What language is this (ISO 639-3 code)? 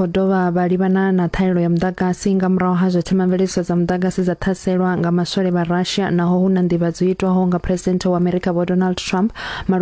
ven